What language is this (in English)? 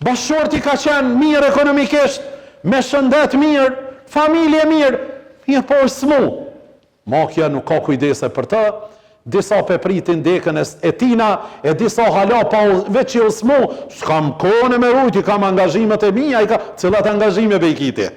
Albanian